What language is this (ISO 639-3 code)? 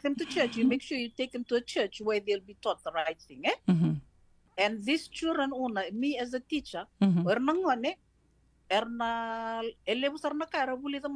fij